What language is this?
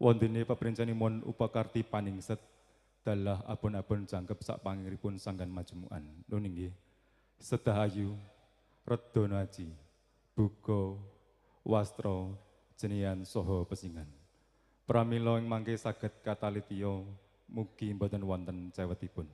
Javanese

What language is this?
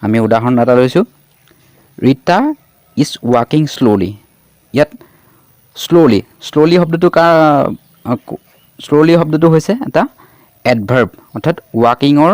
Assamese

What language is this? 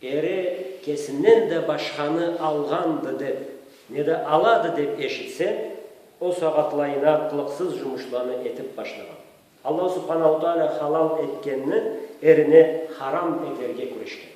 Karachay-Balkar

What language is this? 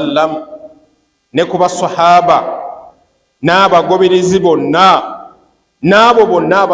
Ganda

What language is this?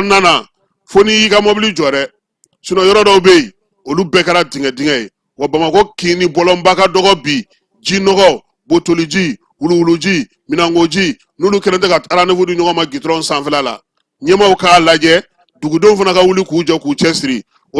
Bambara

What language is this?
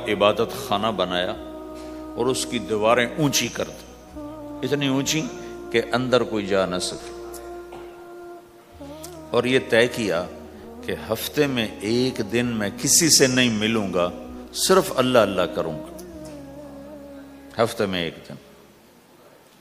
Urdu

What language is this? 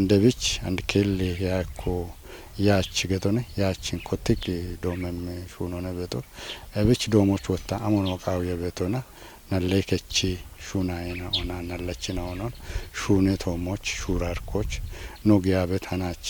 Kafa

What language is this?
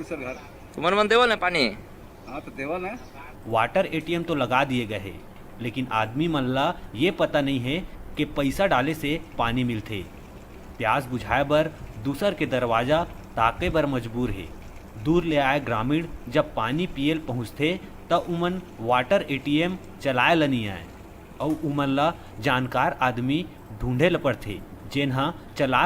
Chhattisgarhi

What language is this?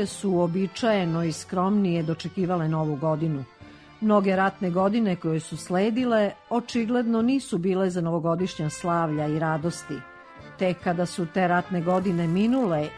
Serbian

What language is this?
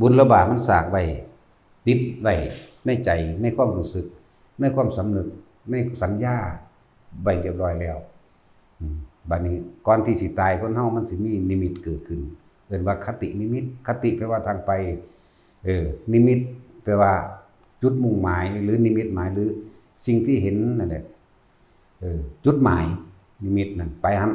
Northeastern Thai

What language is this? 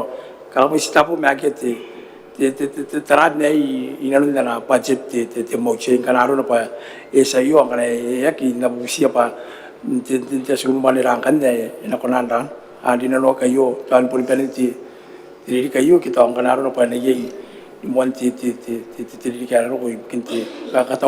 Gilbertese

